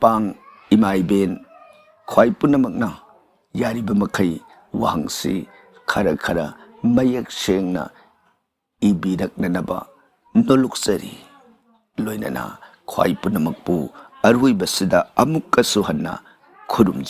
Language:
Manipuri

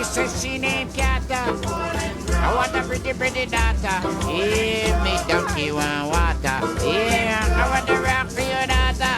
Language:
Jamaican Creole English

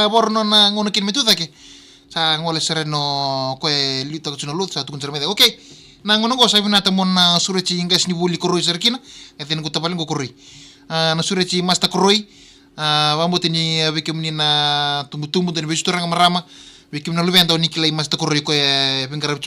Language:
Fijian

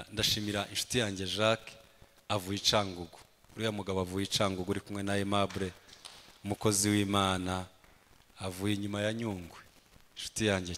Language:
Kinyarwanda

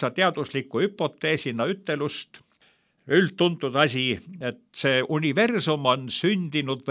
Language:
Estonian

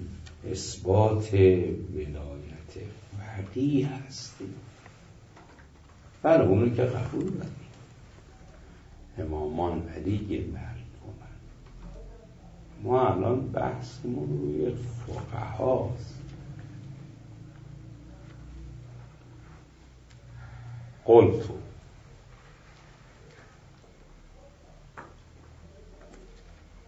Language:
Persian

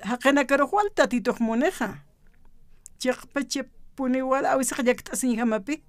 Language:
Aymara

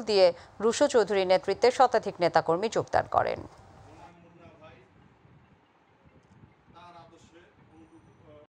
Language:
Bangla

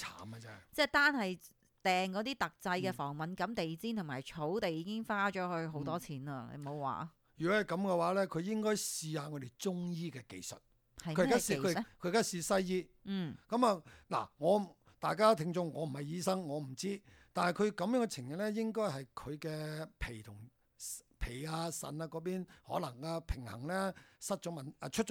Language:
Cantonese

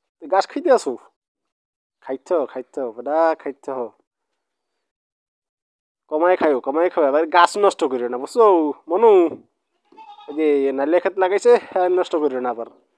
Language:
Bangla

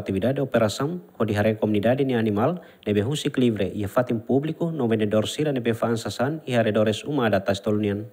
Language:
Tetum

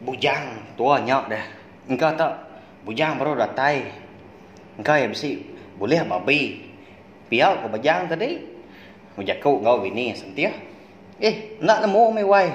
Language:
Iban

